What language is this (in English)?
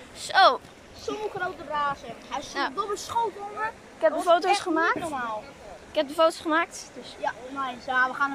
Dutch